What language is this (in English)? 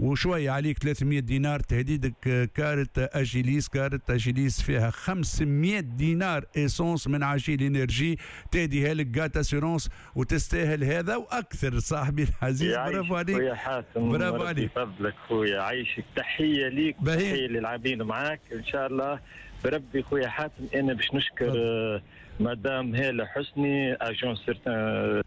Tunisian Arabic